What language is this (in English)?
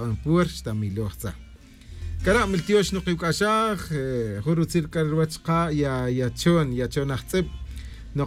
Tz'utujil